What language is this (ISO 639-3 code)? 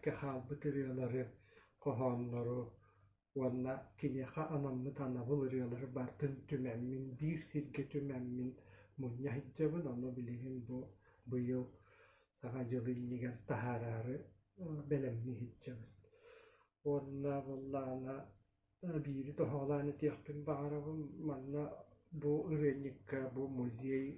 sah